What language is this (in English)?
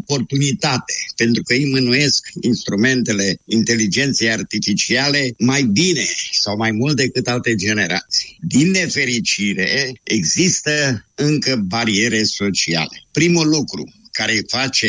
Romanian